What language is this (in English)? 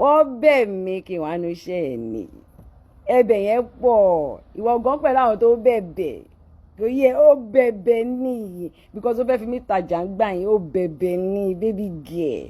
Yoruba